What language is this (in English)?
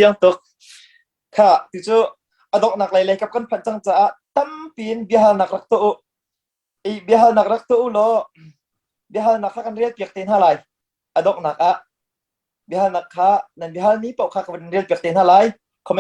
Hakha Chin